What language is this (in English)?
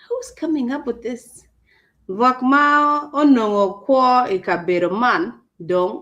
Acoli